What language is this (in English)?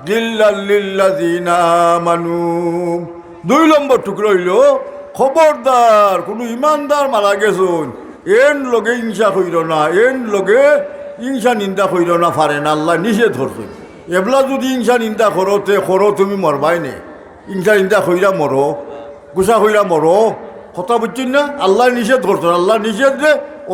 Sylheti